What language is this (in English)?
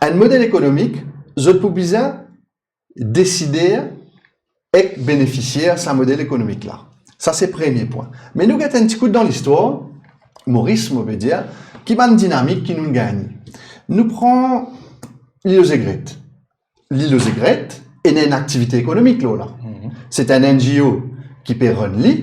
Morisyen